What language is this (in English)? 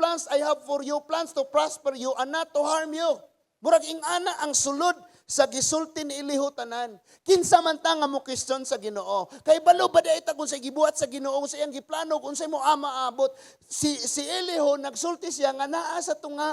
Cebuano